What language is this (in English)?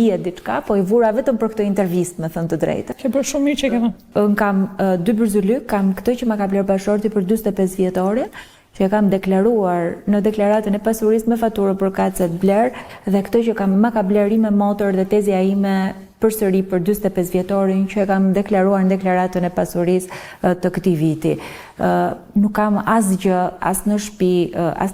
Albanian